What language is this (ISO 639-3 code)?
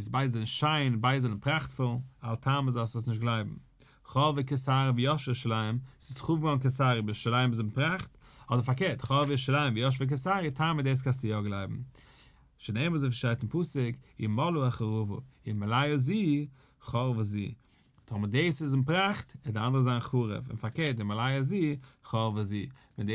yid